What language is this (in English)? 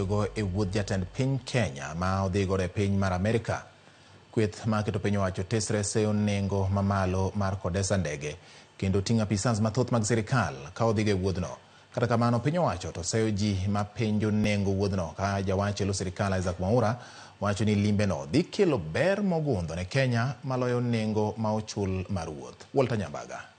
Luo (Kenya and Tanzania)